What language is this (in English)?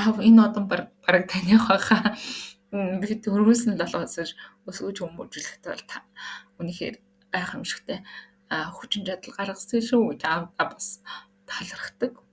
Mongolian